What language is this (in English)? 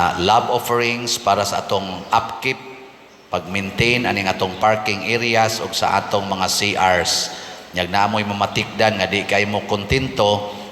Cebuano